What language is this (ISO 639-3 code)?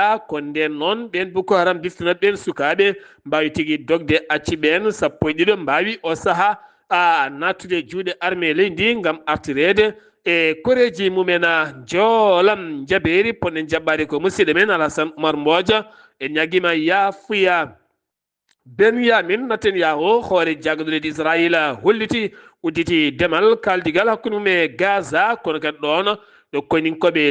ful